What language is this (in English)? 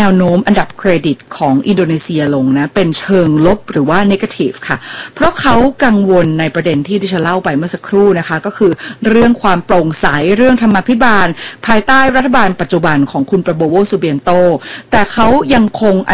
Thai